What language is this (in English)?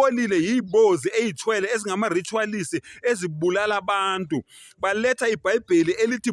Zulu